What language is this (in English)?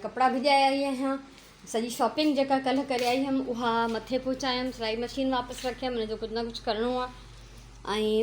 Sindhi